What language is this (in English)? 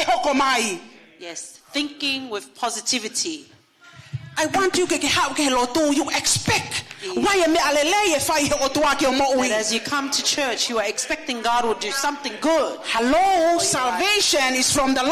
Tongan